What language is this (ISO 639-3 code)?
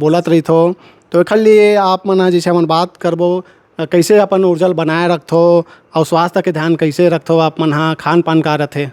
hne